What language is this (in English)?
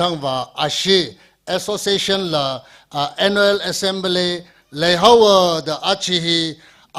Tangkhul Naga (India)